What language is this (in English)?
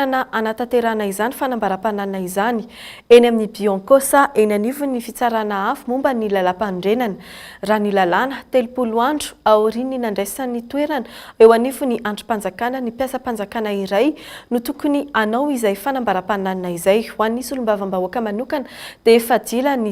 Malagasy